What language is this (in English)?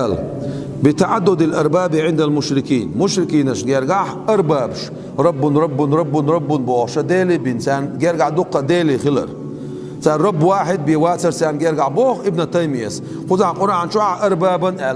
Chechen